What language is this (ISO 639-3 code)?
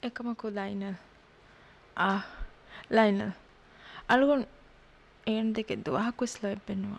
div